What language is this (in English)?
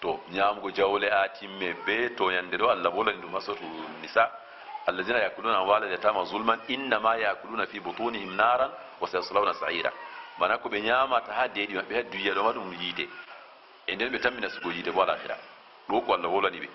Fula